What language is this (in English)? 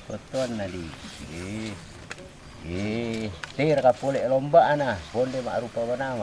Toraja-Sa'dan